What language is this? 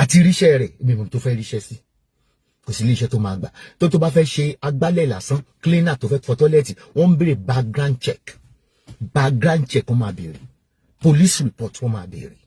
Yoruba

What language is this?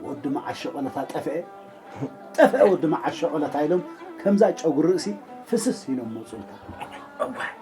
Tigrinya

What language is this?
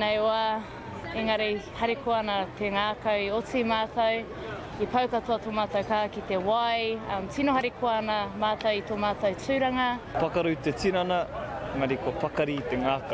Māori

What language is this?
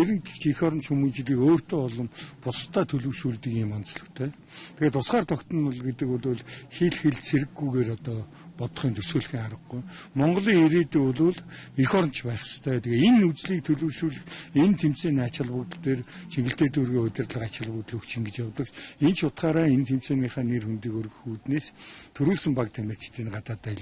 Mongolian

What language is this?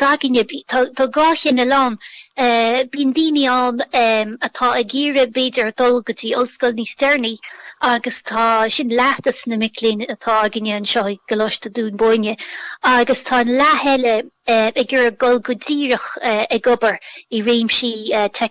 Irish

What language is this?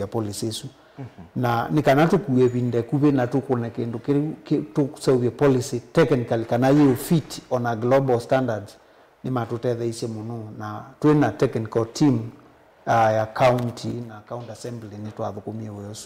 Kamba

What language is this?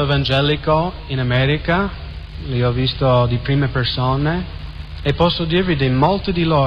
Italian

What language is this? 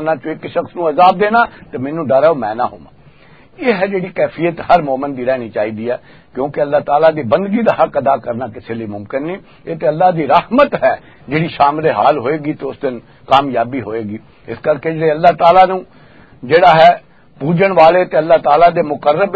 Western Panjabi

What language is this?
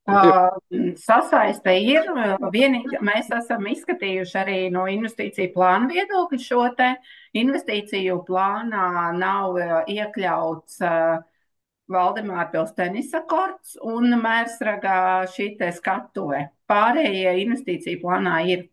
Latvian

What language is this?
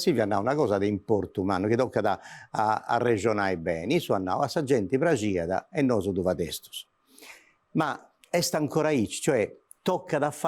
Sardinian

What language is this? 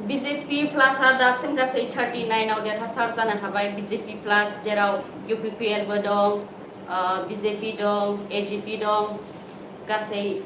Bodo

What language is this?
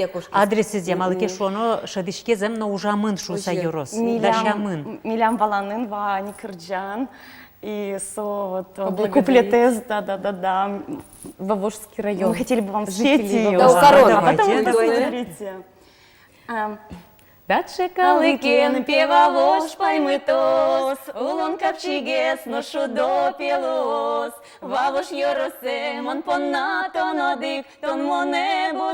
Udmurt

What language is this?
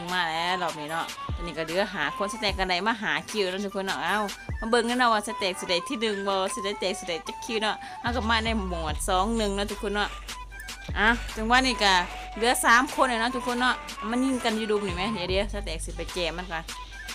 Lao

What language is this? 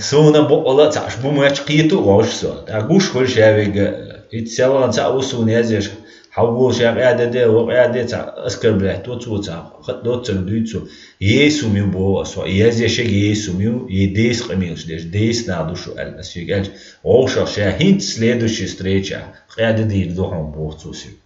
Chechen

